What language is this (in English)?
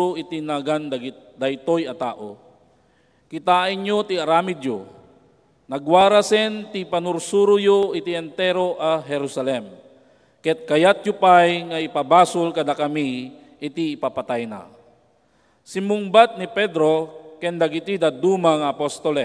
Iloko